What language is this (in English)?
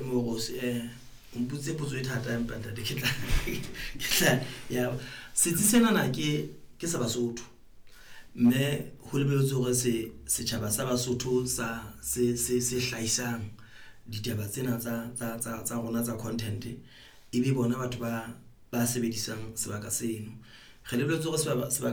Southern Sotho